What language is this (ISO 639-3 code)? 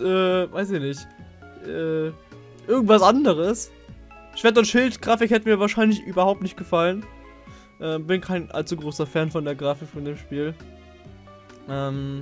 deu